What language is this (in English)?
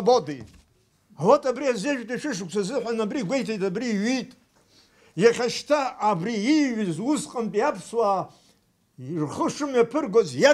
Abkhazian